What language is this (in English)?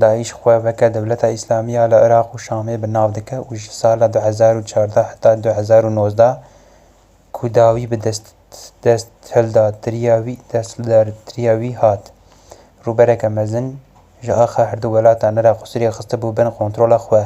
Kurdish